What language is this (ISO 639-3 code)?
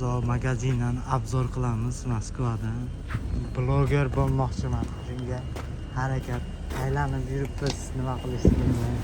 uzb